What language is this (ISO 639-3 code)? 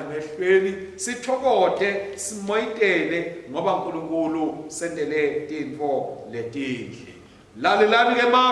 ssw